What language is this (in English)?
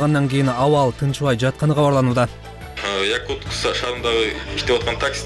Kyrgyz